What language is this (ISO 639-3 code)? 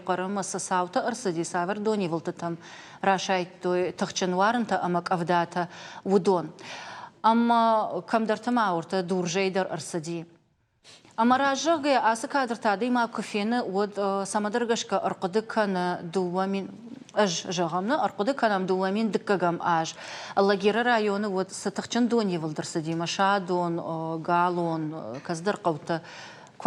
oss